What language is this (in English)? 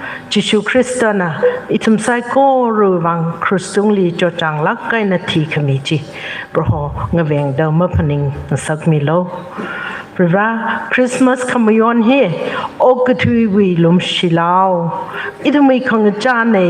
Tangkhul Naga (India)